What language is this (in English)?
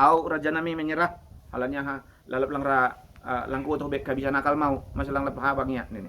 Batak Simalungun